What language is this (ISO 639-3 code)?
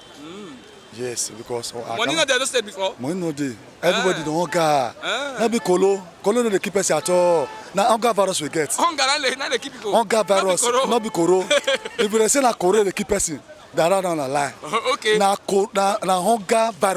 pcm